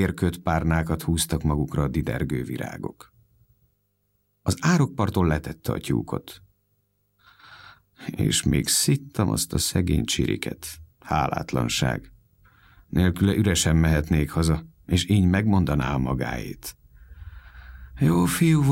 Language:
Hungarian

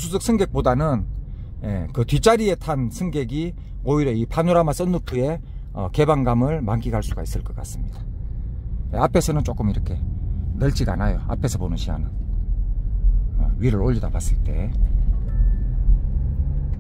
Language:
Korean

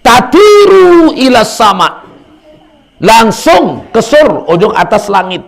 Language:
Sasak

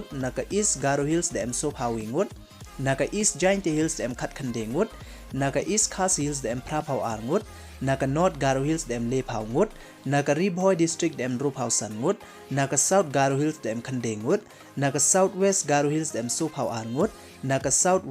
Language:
Pnar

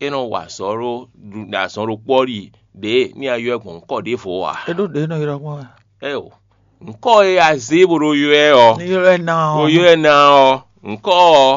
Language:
Fon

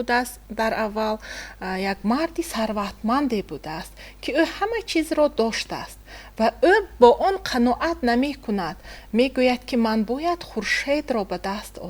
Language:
Tajik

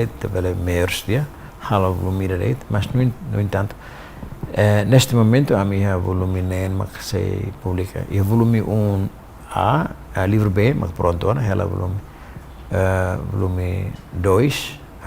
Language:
Tetum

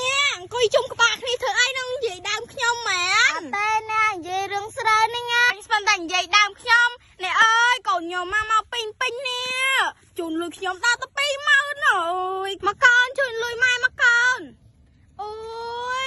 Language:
Khmer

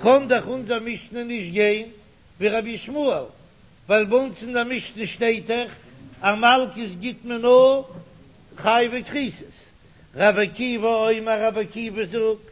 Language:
Yiddish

